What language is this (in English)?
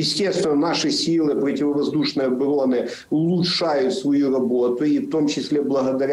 Russian